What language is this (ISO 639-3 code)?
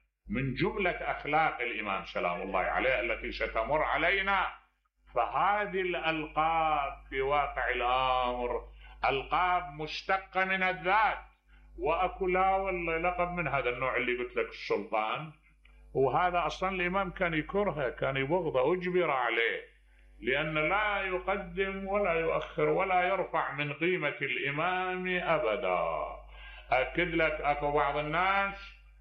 acm